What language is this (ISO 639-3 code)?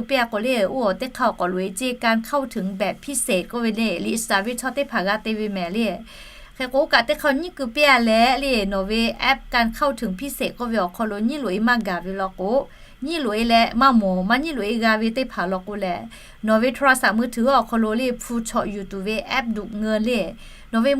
lhu